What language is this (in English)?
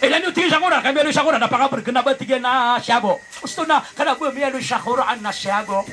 Maranao